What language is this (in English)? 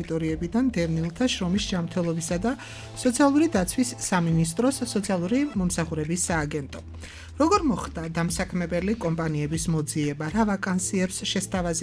Georgian